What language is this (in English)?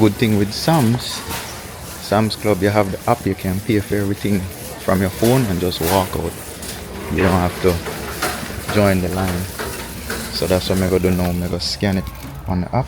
Jamaican Creole English